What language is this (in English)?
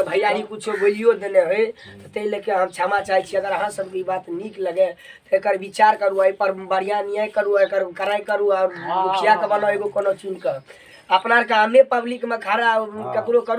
Maithili